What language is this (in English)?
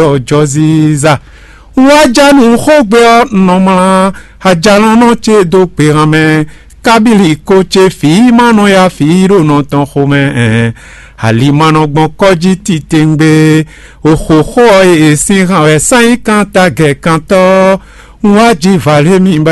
Fon